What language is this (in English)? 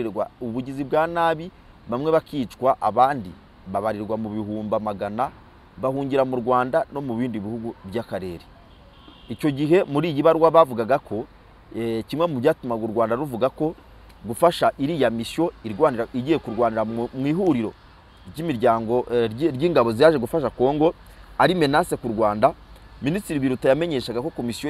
Kinyarwanda